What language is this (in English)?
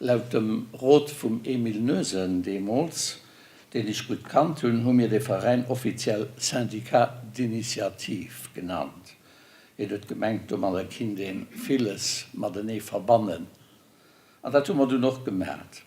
Luxembourgish